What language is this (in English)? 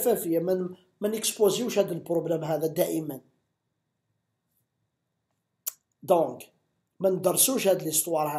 Algerian Arabic